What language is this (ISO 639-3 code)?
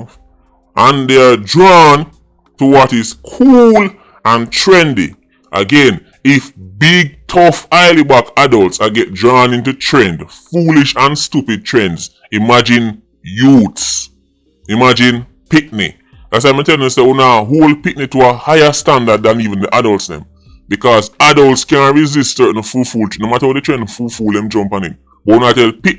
jam